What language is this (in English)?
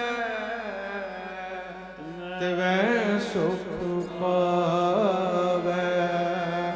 Punjabi